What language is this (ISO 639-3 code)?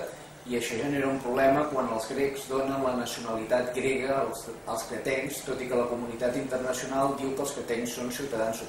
cat